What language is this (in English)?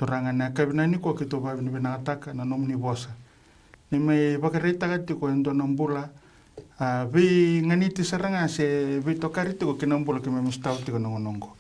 Fijian